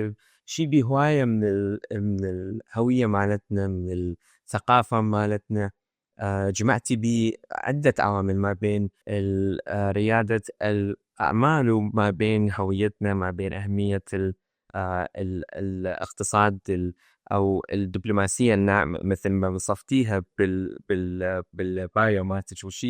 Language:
Mesopotamian Arabic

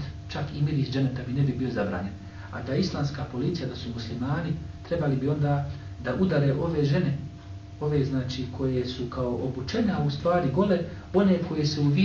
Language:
Bosnian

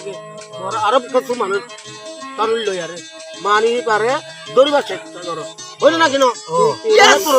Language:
Rohingya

